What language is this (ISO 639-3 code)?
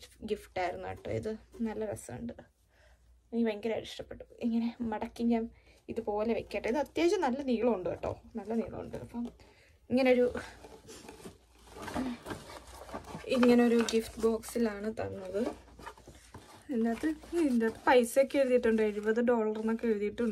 mal